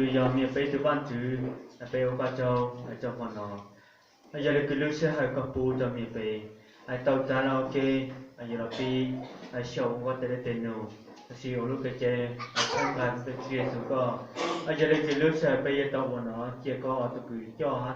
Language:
Hmong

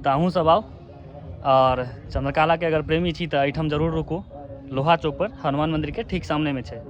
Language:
Maithili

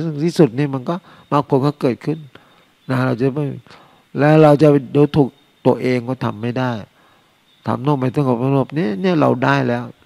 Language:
Thai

